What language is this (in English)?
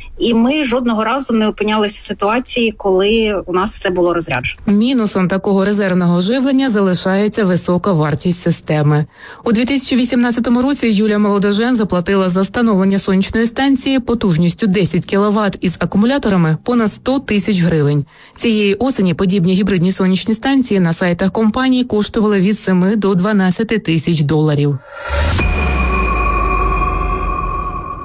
Ukrainian